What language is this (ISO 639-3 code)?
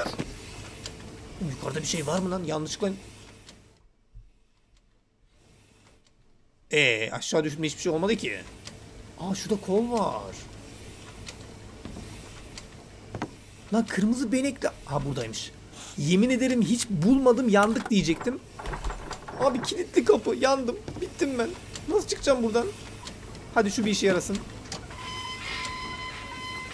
tur